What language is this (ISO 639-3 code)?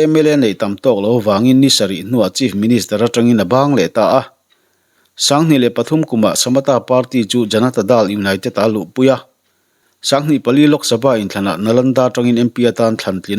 lus